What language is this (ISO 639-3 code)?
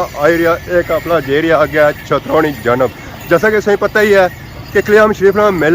phr